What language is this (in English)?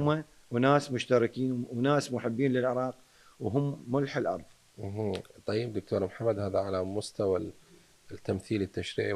Mesopotamian Arabic